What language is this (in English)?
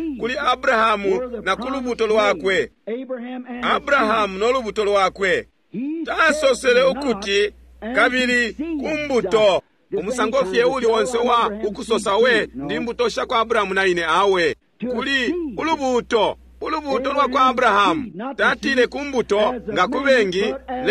Bemba